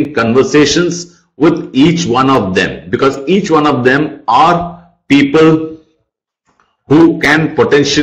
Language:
English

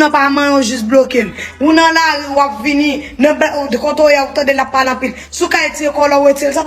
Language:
Haitian Creole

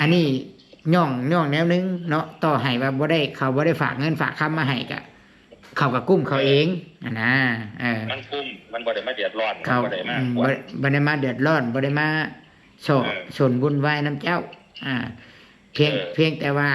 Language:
Northeastern Thai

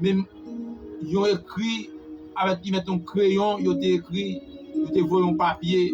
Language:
Haitian Creole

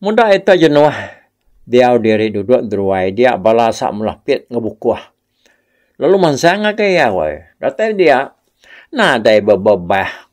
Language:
Iban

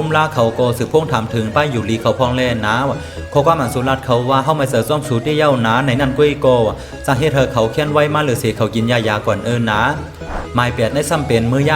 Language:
Shan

